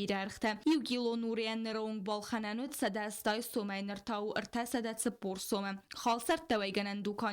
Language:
Ossetic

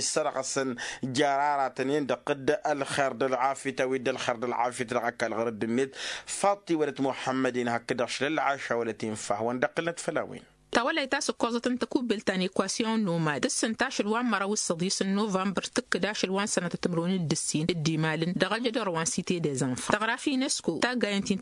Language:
Tamasheq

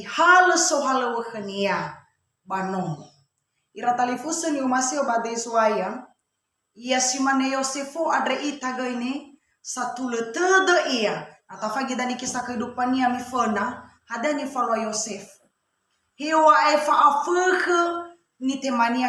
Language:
Nias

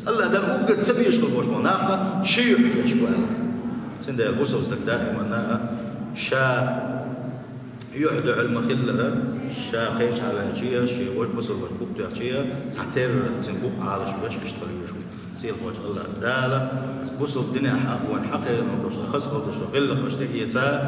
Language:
Chechen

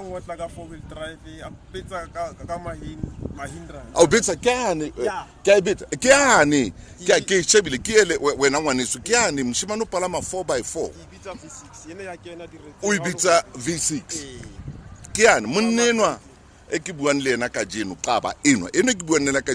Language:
Southern Sotho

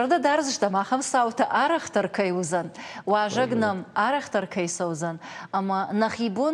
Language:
Ossetic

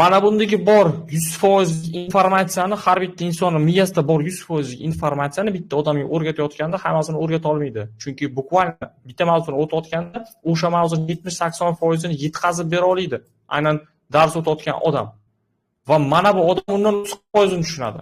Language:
Uzbek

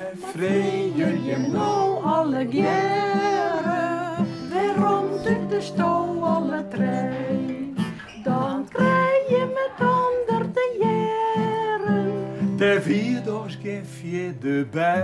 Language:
Western Frisian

